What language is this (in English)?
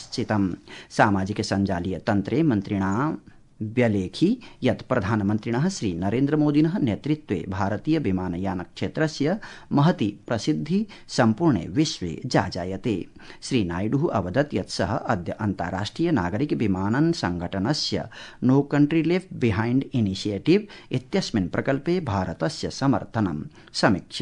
Sanskrit